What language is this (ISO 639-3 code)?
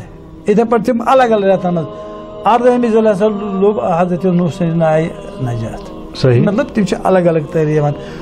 kas